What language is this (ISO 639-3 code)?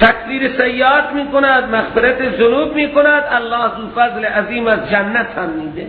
fas